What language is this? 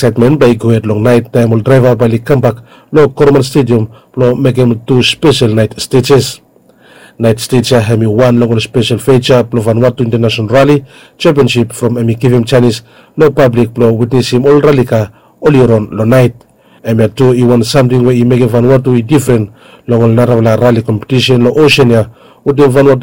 Bislama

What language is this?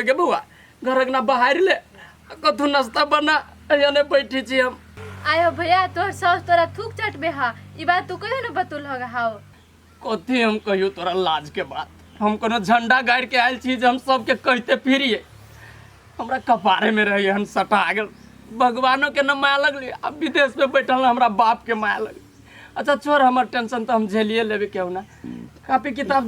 Maithili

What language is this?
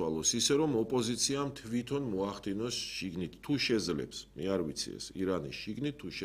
Georgian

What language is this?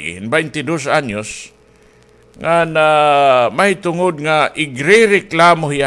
Waray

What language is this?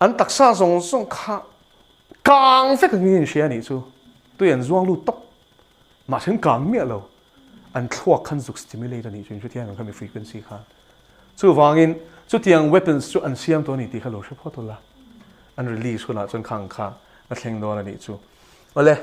Mizo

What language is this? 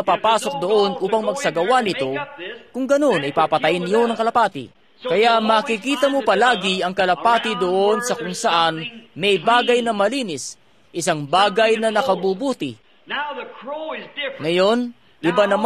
Filipino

